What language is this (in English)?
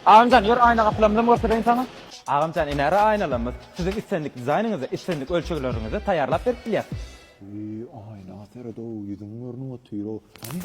Turkmen